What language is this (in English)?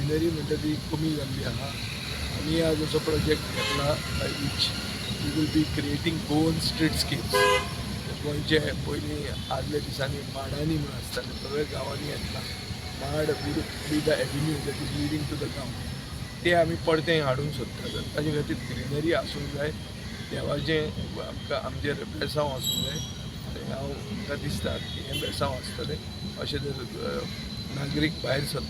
Konkani